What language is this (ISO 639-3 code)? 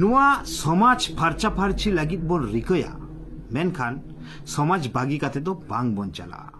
sat